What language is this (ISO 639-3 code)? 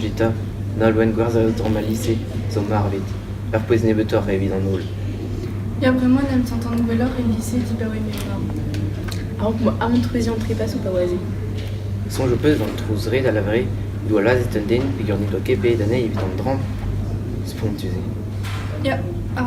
bre